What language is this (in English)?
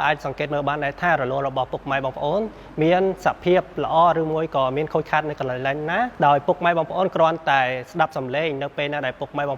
Khmer